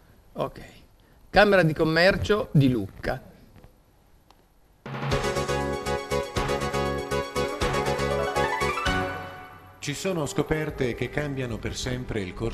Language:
Italian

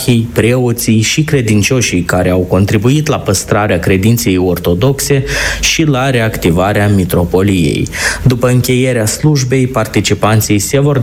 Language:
Romanian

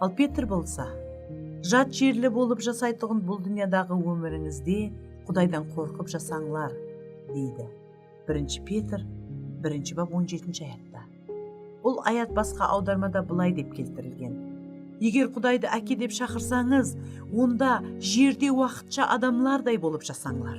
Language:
Kara-Kalpak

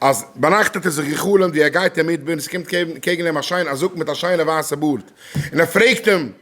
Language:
Yiddish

